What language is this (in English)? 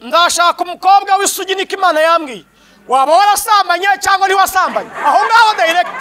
Kinyarwanda